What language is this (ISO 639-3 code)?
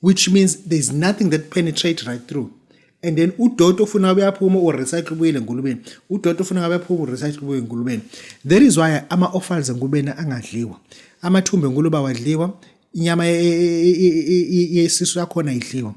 zul